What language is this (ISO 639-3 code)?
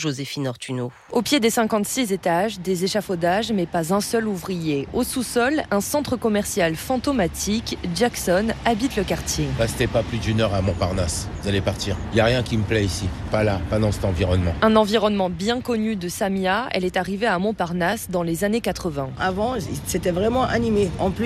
fra